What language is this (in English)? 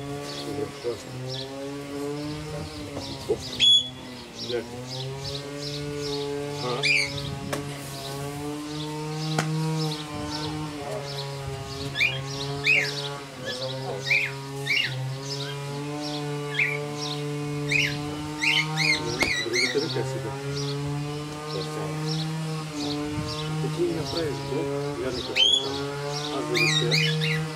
Bulgarian